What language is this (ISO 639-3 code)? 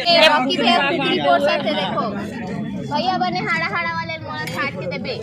hne